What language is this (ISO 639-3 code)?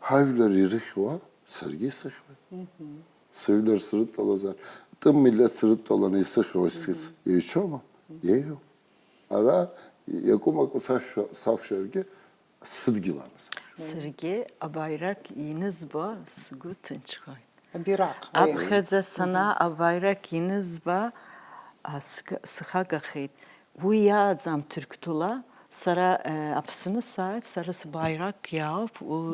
abk